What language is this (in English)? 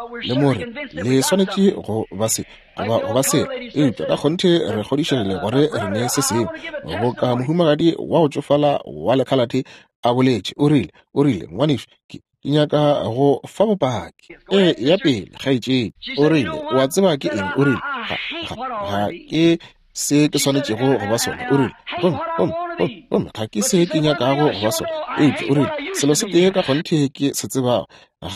Northern Sotho